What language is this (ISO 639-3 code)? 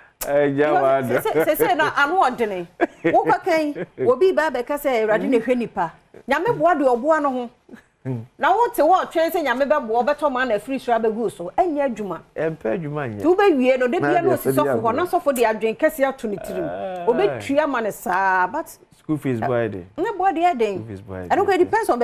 aka